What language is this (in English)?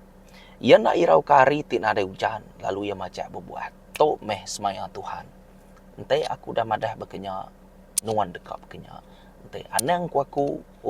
Iban